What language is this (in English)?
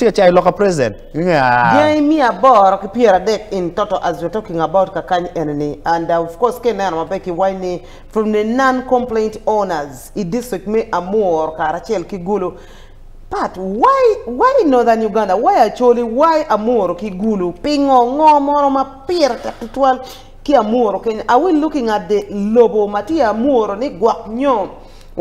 Acoli